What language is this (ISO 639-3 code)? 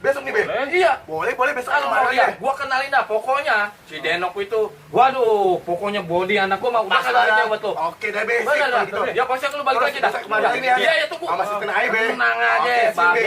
bew